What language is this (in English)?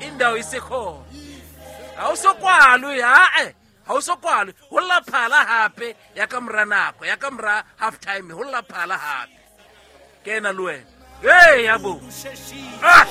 Southern Sotho